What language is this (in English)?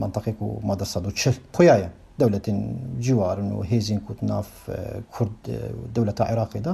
Kurdish